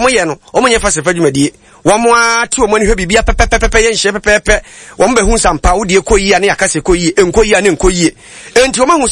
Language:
Akan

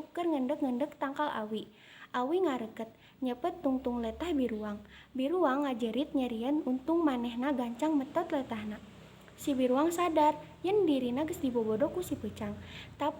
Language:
Sundanese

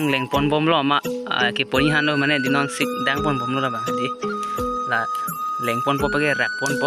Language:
Karbi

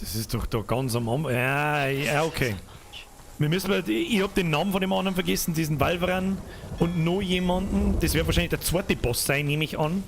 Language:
Bavarian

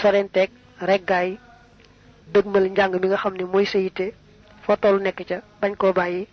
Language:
Wolof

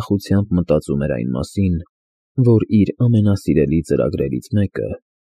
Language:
Armenian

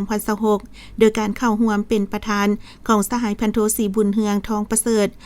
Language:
Lao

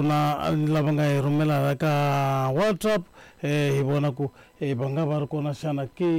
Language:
Tsonga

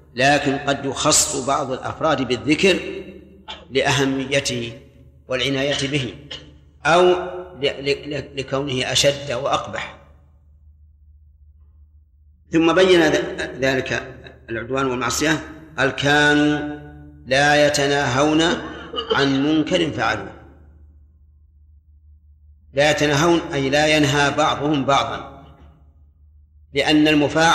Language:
Arabic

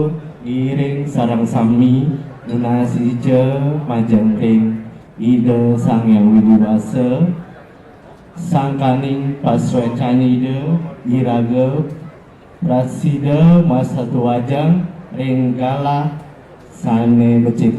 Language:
Balinese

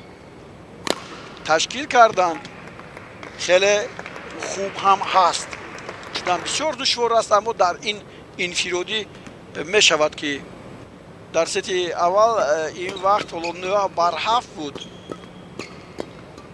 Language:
Tajik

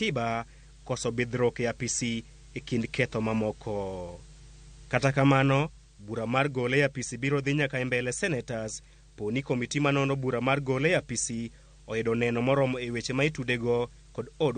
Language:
Luo (Kenya and Tanzania)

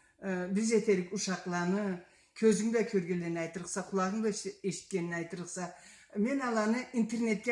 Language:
Karachay-Balkar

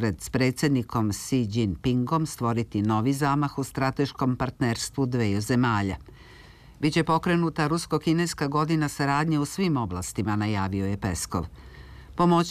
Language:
Serbian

